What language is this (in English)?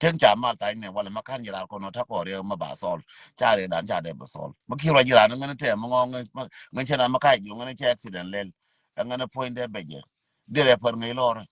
Nuer